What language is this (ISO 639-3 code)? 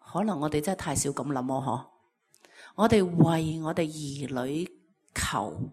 yue